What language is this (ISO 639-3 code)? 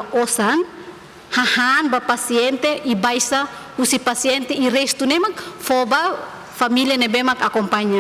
tet